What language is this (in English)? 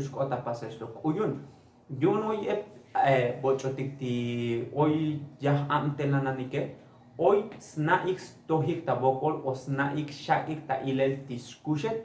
Tzotzil